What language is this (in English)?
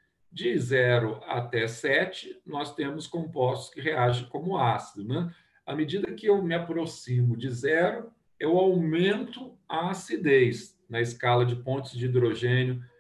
Portuguese